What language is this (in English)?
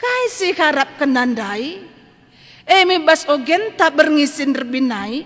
Batak Karo